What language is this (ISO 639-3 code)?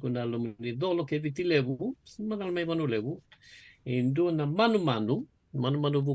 fij